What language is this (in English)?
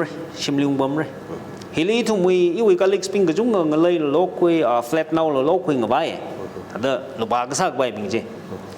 Tangkhul Naga (India)